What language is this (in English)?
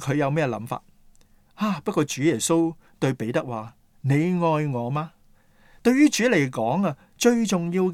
Cantonese